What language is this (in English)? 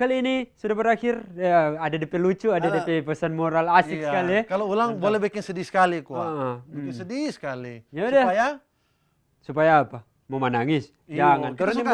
Manado Malay